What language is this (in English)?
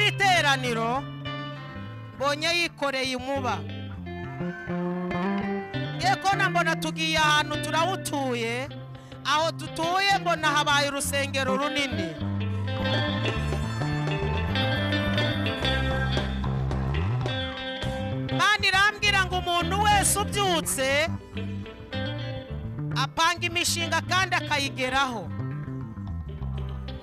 Kinyarwanda